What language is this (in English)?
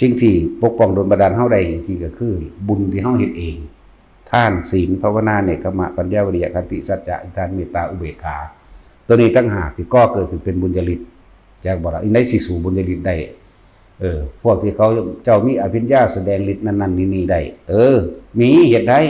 Lao